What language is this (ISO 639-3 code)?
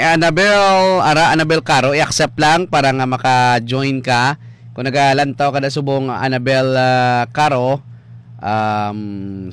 hil